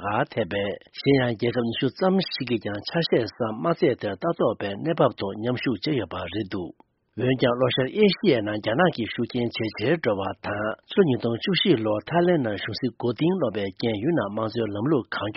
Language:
Tibetan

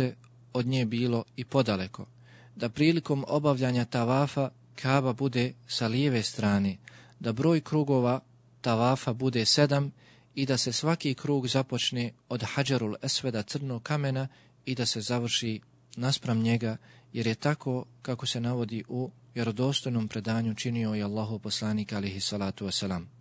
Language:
Bosnian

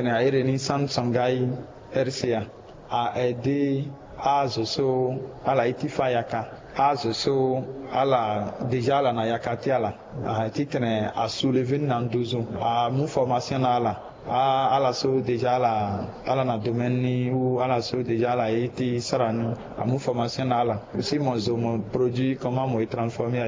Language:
Sango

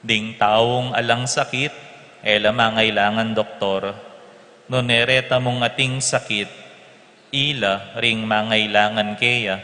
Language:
Pampanga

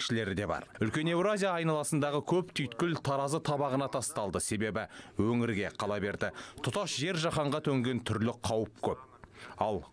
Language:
Kazakh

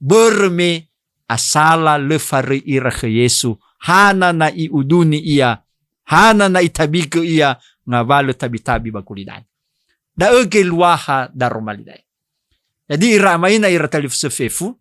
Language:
Nias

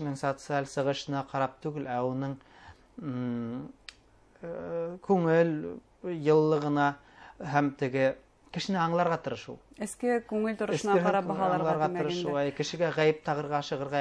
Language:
Bashkir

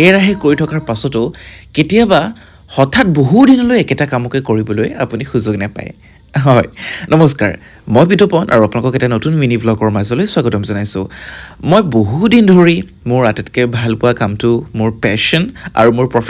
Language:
Assamese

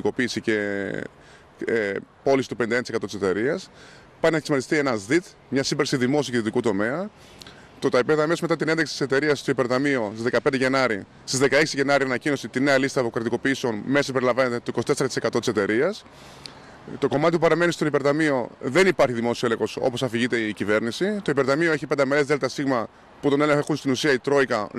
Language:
Greek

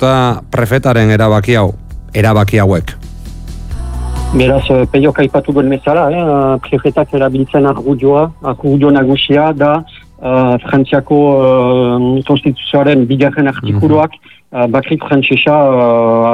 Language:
Basque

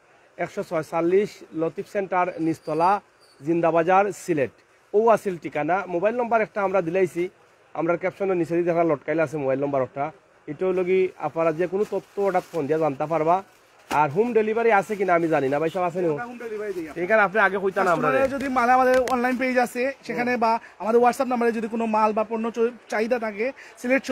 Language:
Sylheti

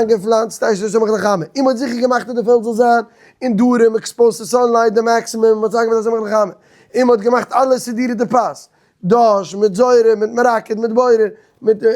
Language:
Yiddish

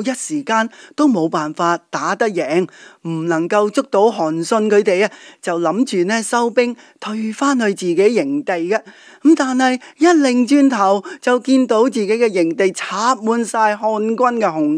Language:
Cantonese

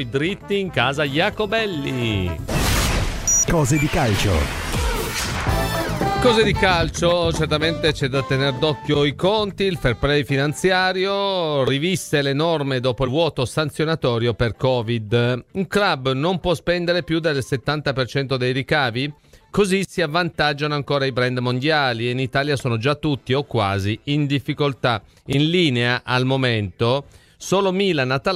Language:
Italian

